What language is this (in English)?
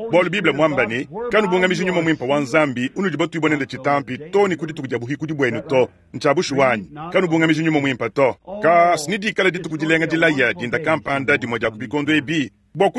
Luba-Lulua